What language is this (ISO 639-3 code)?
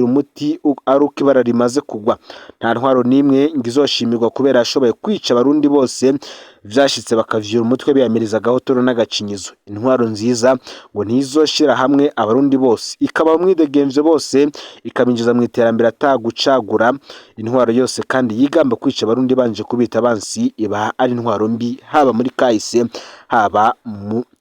run